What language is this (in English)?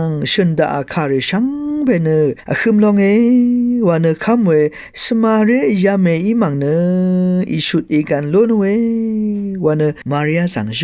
Rawang